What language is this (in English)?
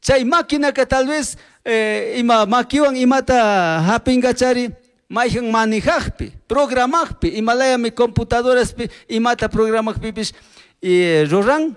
Chimborazo Highland Quichua